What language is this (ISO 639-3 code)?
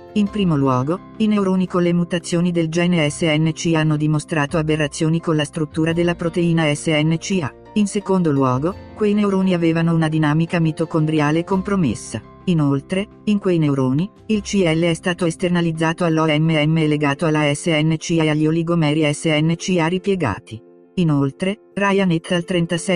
ita